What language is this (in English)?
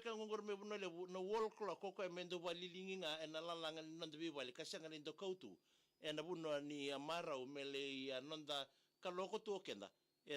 Fijian